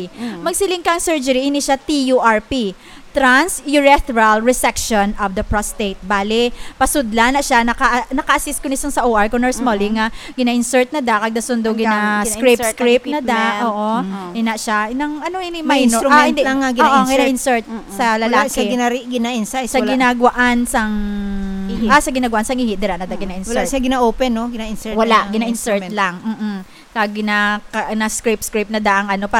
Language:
Hiligaynon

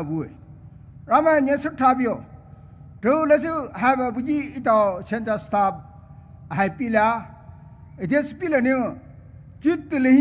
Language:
Poumei Naga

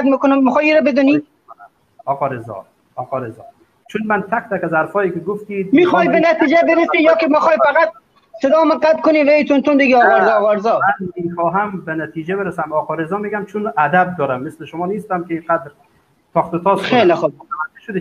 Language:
Persian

